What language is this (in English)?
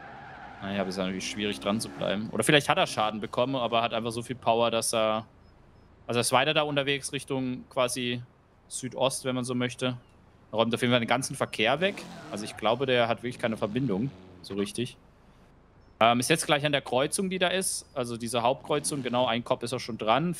German